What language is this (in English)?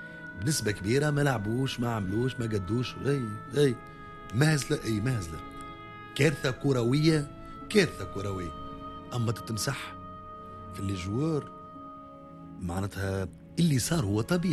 Tunisian Arabic